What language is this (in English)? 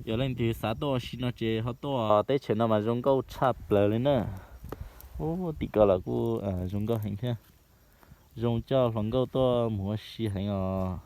Hmong